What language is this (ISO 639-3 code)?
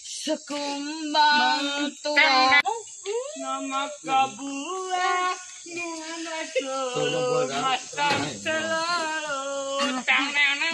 iba